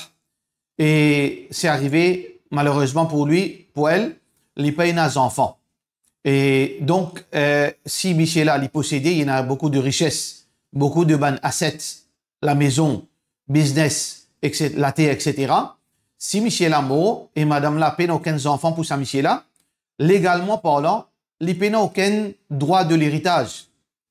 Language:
Morisyen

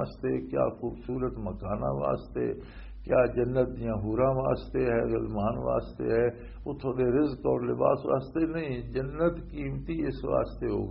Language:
Western Panjabi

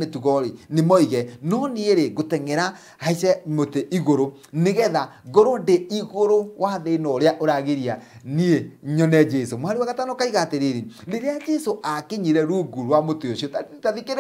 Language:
Kikuyu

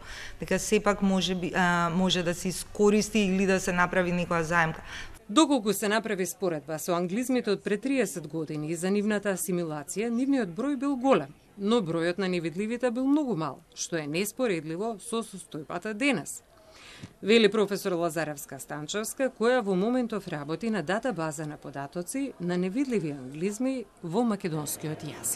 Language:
Macedonian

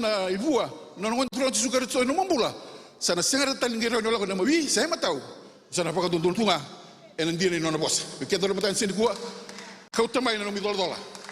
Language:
Fijian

